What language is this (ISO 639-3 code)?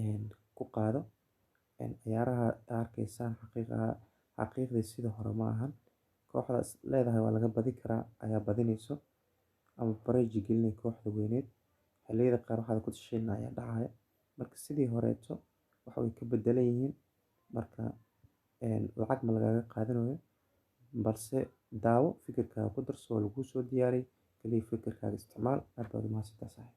som